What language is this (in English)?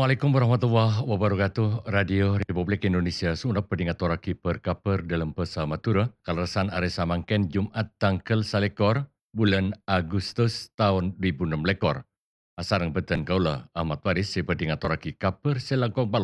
Madurese